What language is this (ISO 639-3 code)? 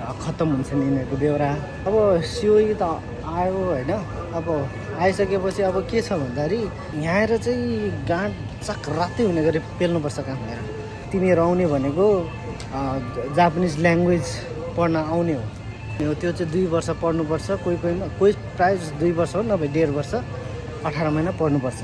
nep